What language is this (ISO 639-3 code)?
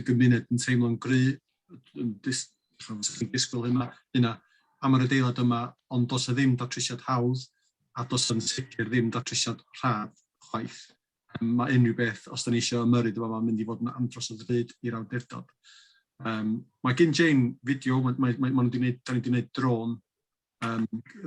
cym